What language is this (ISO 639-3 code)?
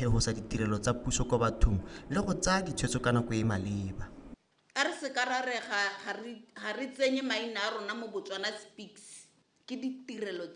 tsn